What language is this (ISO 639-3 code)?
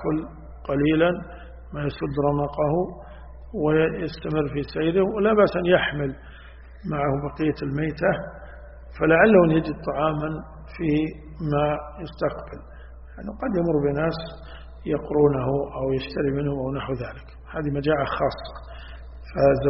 ara